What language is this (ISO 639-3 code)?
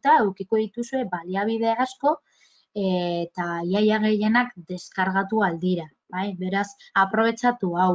eus